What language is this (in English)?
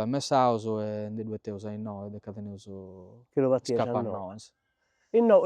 Sardinian